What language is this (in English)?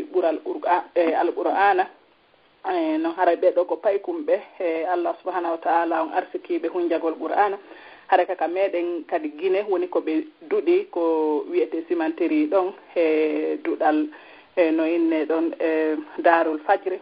Fula